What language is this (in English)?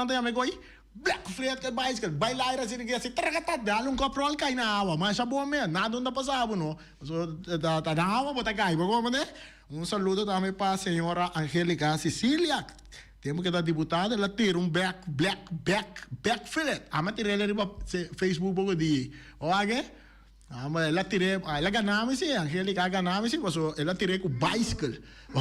Papiamento